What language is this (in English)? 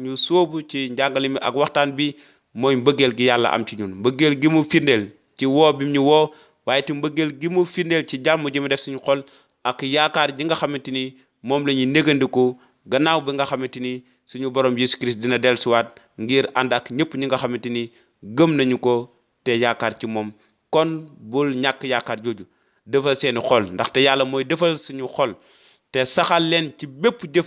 Wolof